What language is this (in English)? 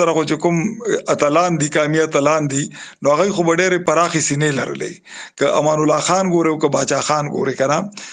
Pashto